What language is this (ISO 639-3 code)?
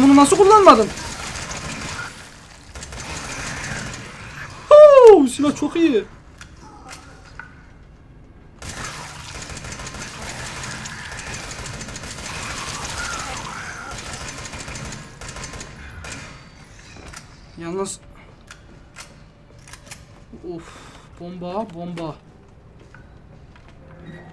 tur